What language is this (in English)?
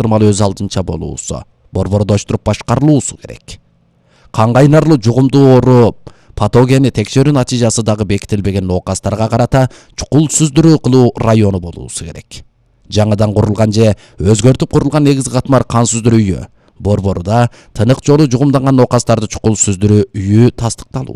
Kyrgyz